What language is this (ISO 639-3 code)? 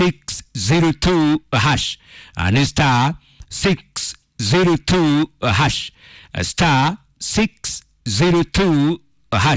kik